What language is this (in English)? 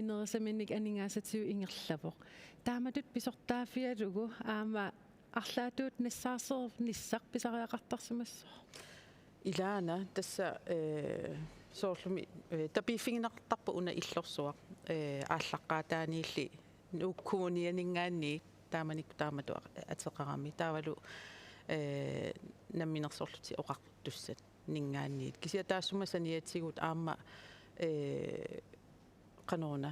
Kalaallisut